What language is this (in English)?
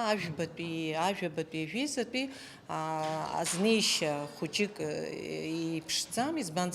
Abkhazian